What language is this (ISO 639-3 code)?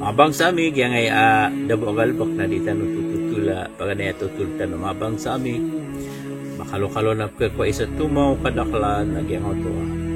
mrw